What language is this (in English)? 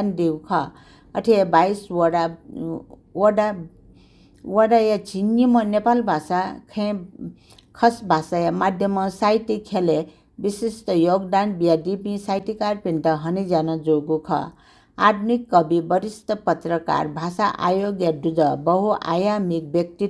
Newari